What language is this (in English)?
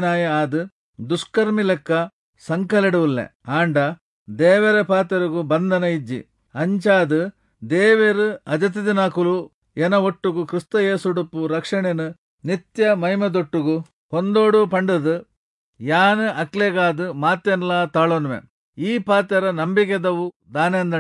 Tulu